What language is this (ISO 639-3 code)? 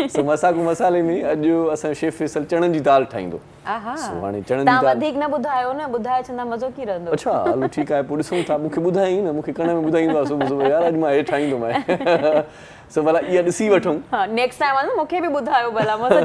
snd